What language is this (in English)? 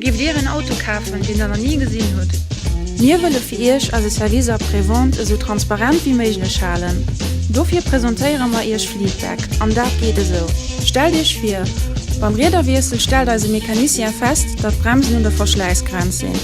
Luxembourgish